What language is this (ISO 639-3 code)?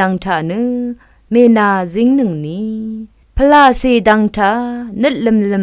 raw